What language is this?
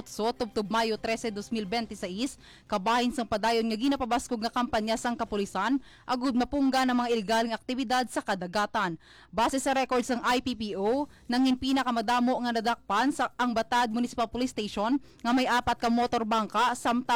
Hiligaynon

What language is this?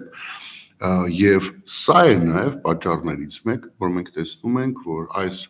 Armenian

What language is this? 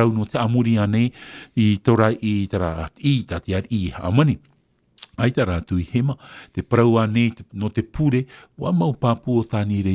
Tahitian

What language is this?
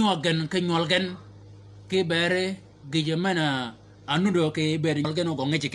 Shilluk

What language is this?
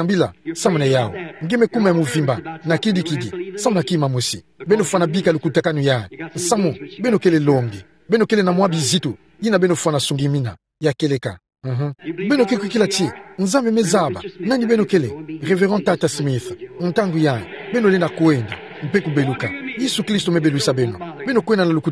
Kituba (Democratic Republic of Congo)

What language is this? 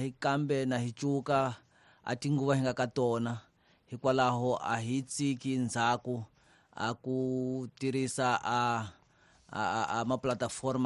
Tsonga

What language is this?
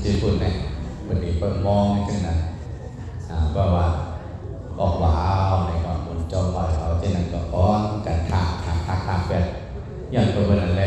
Shan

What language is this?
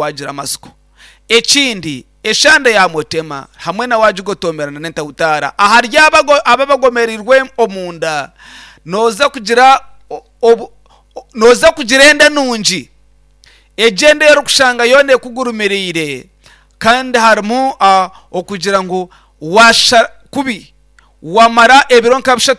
Nyankole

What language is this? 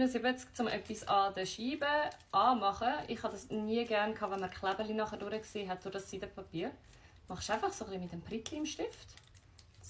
Swiss German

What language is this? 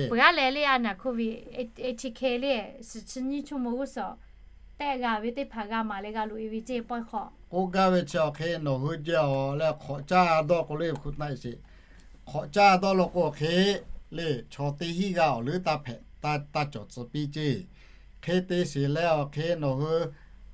Lahu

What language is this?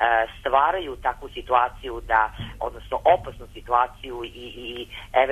Serbian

